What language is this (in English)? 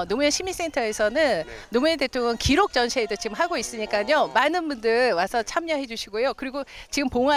Korean